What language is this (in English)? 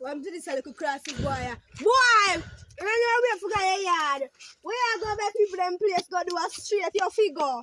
Jamaican Creole English